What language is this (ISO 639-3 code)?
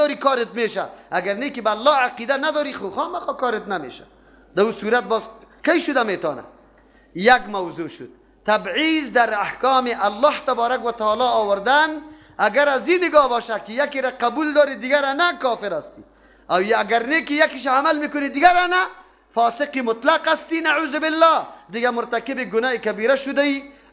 fas